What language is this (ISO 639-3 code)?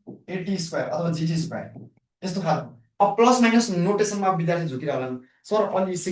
nep